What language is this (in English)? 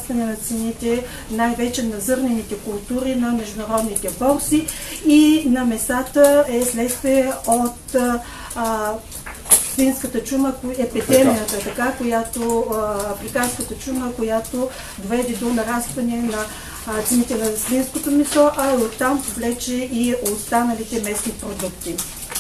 Bulgarian